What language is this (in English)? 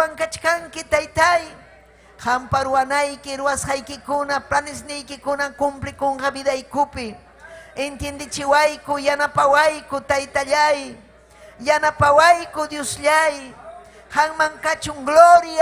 Ayacucho Quechua